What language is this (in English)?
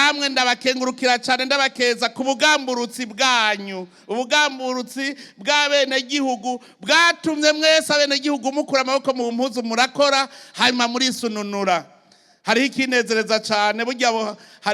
Rundi